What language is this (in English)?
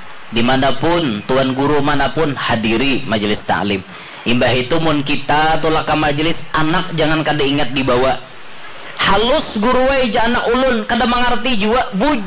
Banjar